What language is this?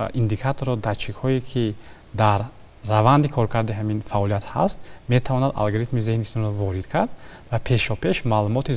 Tajik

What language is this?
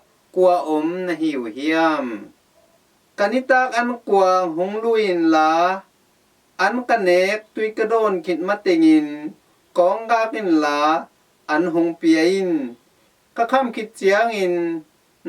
Tedim Chin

